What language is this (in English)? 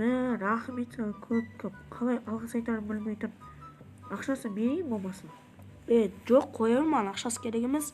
Kazakh